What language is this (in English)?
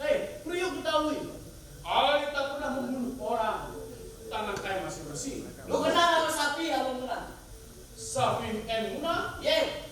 Betawi